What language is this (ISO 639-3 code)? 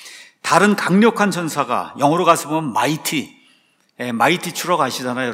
kor